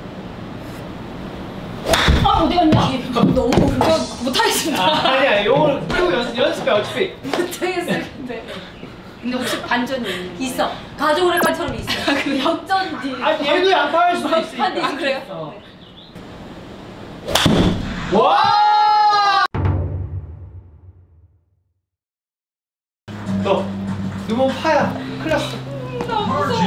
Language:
Korean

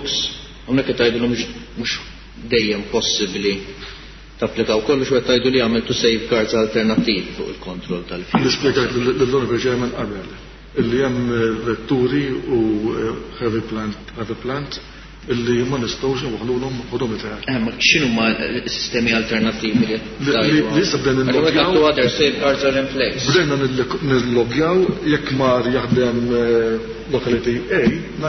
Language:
Maltese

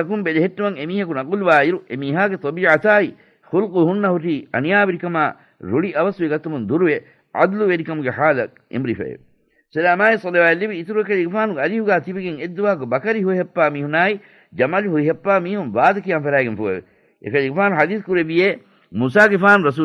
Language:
Divehi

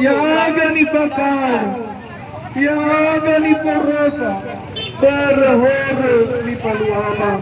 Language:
Nias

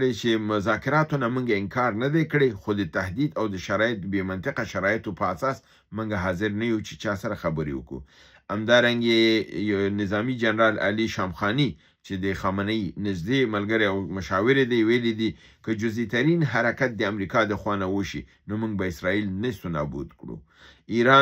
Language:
Pashto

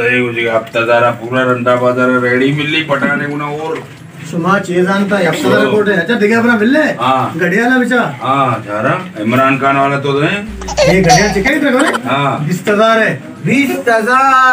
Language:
Baluchi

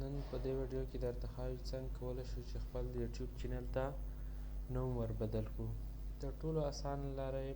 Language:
Pashto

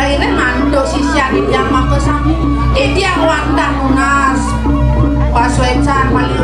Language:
Balinese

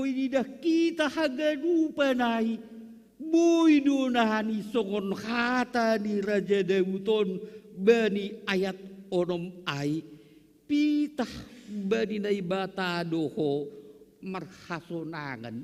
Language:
Batak Simalungun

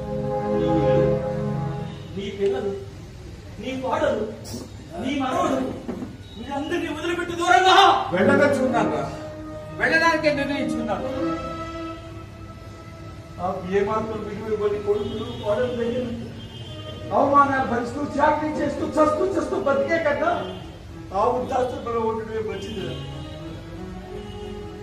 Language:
Telugu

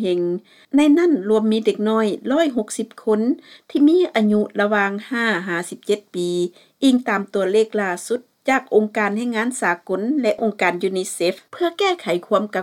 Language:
Lao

